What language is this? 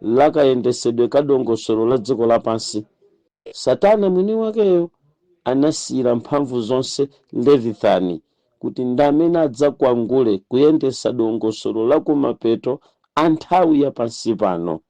Nyanja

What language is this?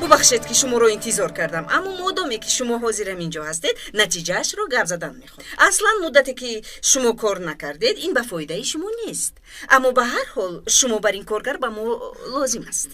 Tajik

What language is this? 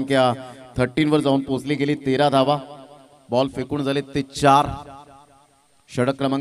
Marathi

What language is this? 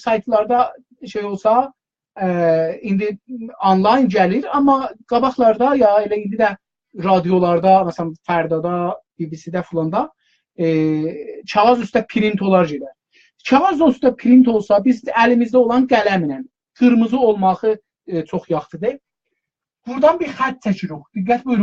South Azerbaijani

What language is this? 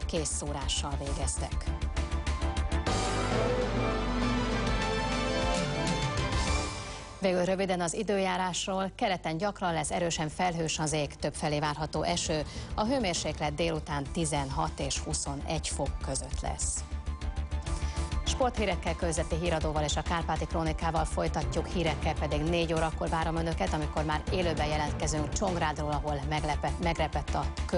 Hungarian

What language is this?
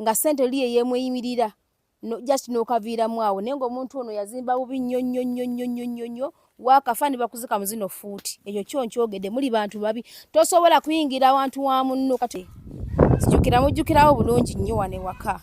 Ganda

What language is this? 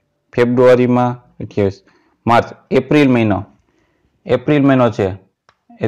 Gujarati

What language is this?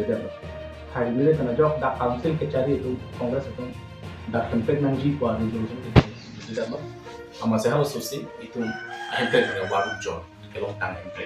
Karbi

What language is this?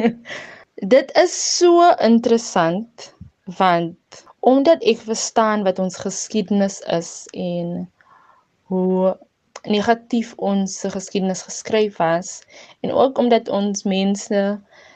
Afrikaans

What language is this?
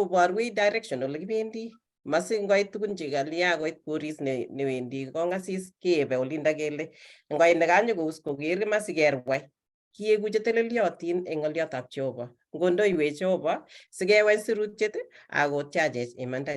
Kalenjin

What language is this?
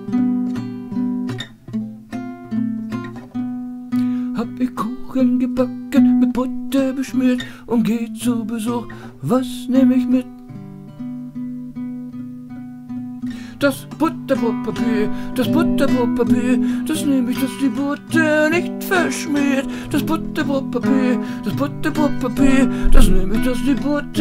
German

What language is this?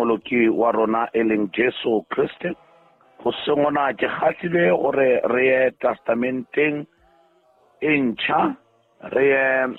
Southern Sotho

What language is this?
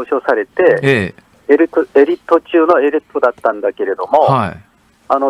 Japanese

